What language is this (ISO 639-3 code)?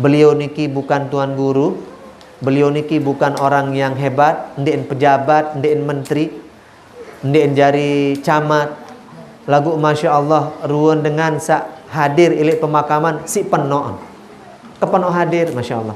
sas